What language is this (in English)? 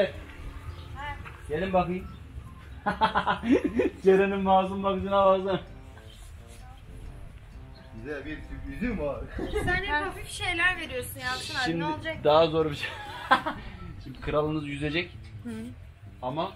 Turkish